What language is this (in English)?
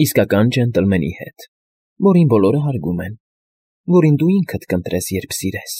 Armenian